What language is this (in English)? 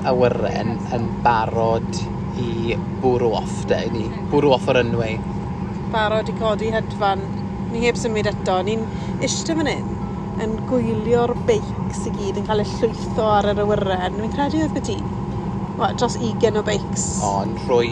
Welsh